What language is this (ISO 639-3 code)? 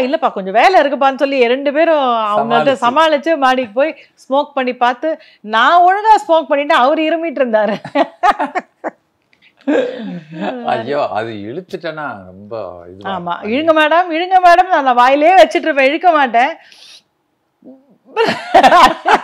tam